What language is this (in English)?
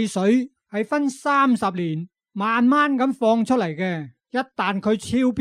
Cantonese